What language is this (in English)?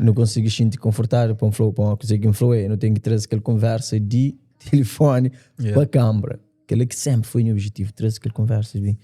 Kabuverdianu